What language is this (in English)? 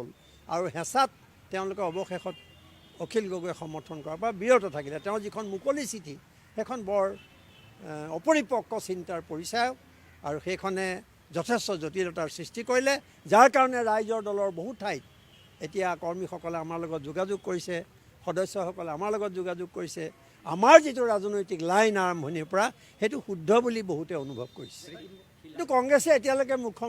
Assamese